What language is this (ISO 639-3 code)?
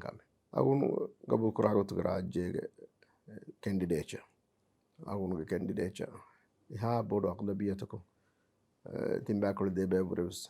div